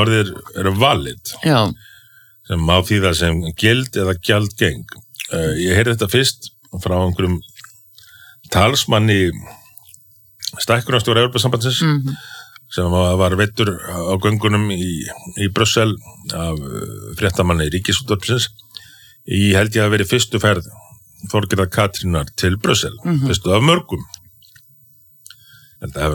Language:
Icelandic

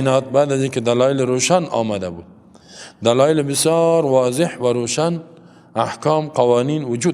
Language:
Persian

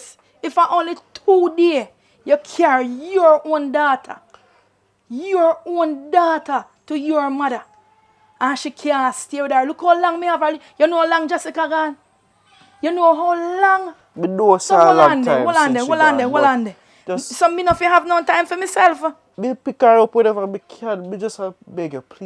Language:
Jamaican Creole English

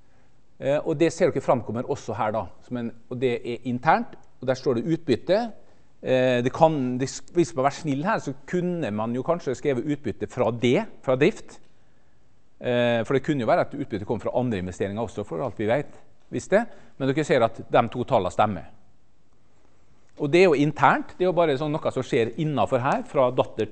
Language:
Norwegian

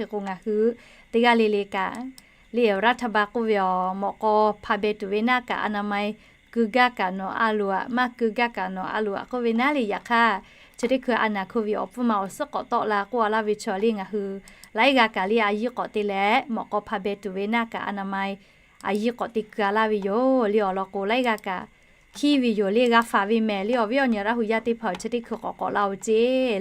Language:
Lahu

